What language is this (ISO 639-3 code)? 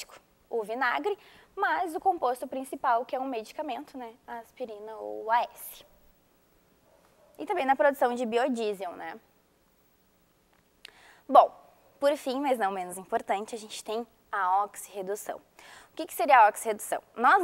por